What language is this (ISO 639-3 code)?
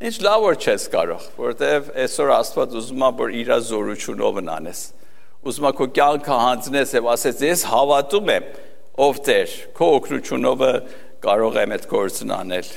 hye